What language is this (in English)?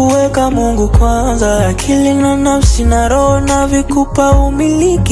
Swahili